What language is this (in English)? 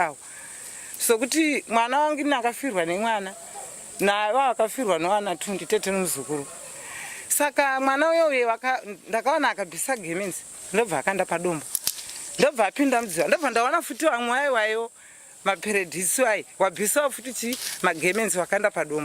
Shona